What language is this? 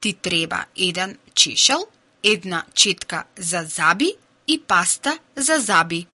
Macedonian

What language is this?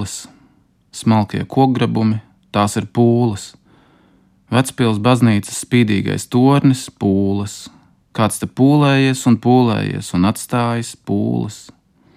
Latvian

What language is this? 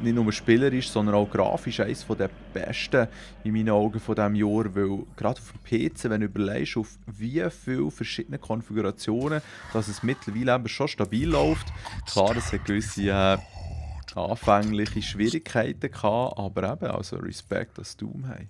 Swiss German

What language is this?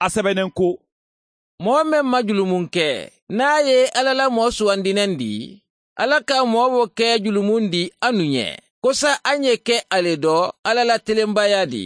Mandingo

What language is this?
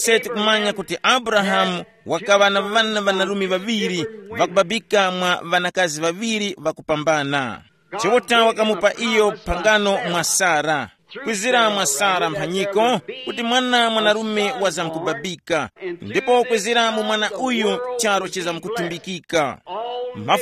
Tumbuka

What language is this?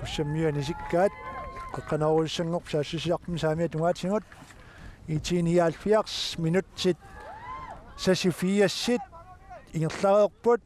Kalaallisut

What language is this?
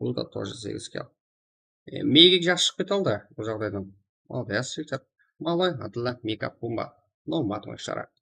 Kara-Kalpak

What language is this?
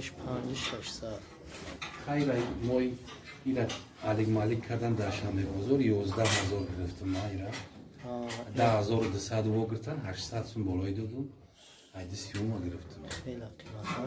Tajik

